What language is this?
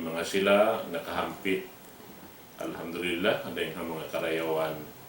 Tausug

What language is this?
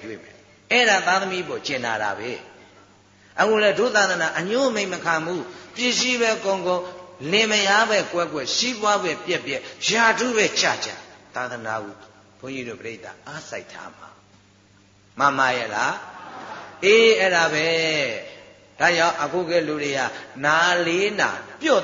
Burmese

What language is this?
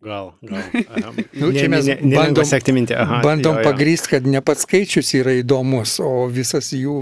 Lithuanian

